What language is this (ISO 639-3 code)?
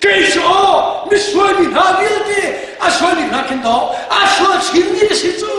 cnh